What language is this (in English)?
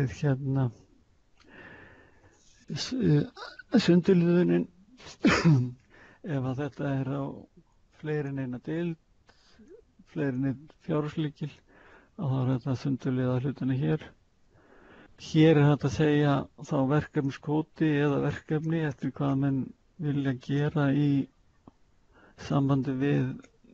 Icelandic